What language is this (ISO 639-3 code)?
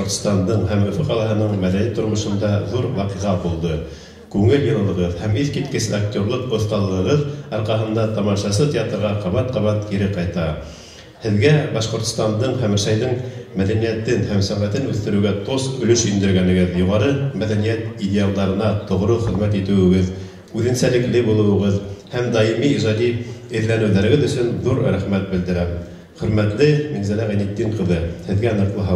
bak